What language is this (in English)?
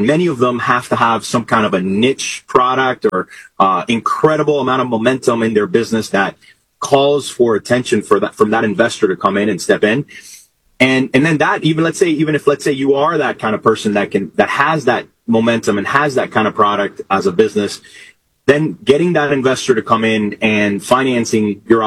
English